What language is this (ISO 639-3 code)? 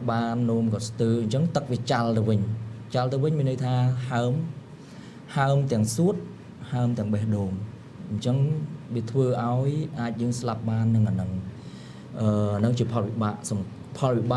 khm